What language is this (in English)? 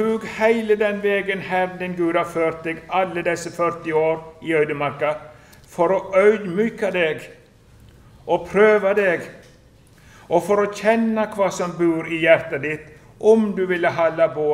Norwegian